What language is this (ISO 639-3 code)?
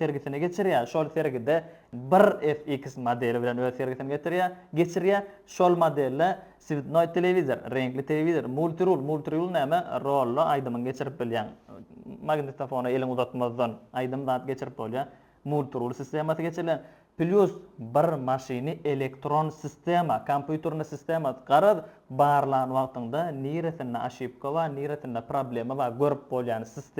tuk